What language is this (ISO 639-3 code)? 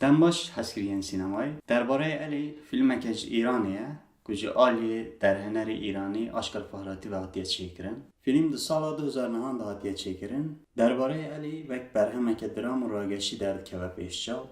kur